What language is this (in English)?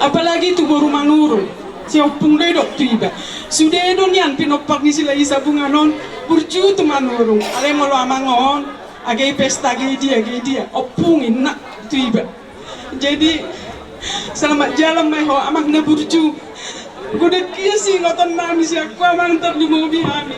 Batak Toba